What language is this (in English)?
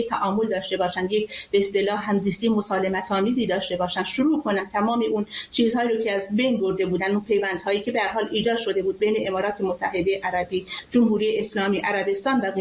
Persian